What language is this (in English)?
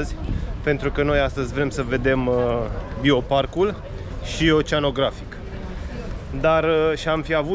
Romanian